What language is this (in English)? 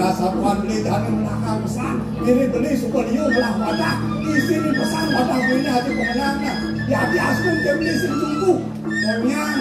Balinese